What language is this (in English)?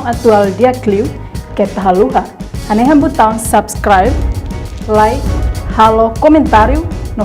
Tetum